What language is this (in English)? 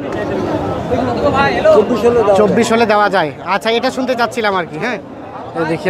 Bangla